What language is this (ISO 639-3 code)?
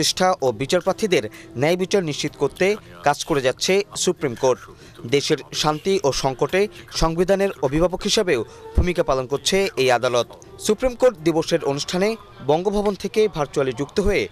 ben